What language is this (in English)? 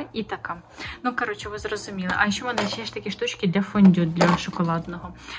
Ukrainian